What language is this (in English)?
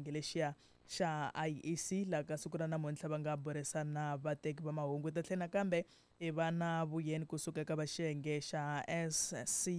Tsonga